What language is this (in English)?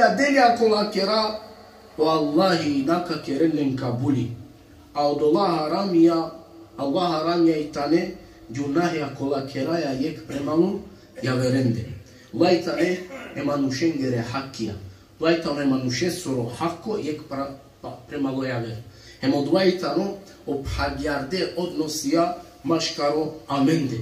Balkan Romani